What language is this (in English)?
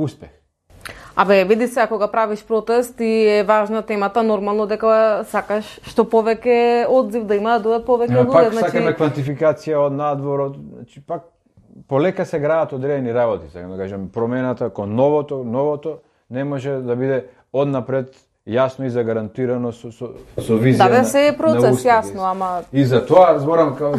Macedonian